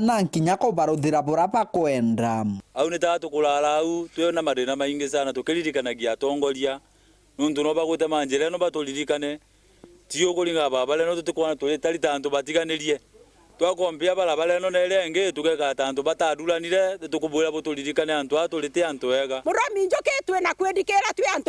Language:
Meru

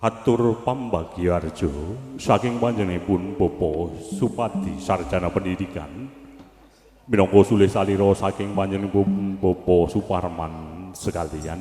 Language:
Javanese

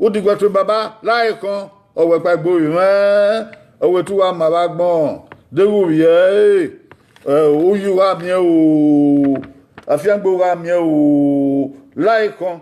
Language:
Bini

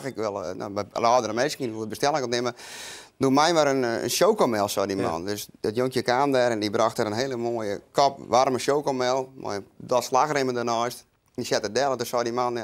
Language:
Western Frisian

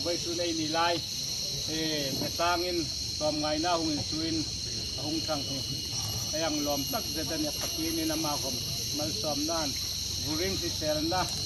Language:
Hmar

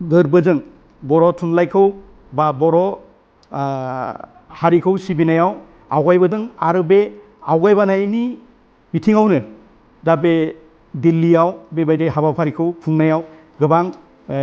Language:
Bodo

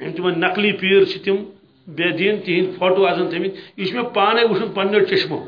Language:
Kashmiri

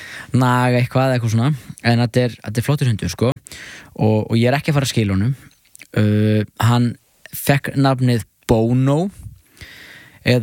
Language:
Icelandic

